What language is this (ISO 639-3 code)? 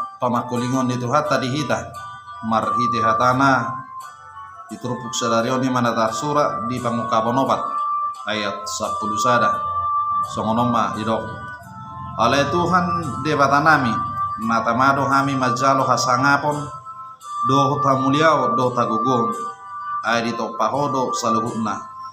bbc